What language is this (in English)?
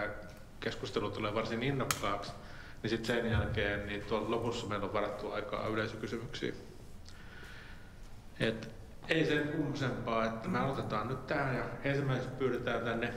Finnish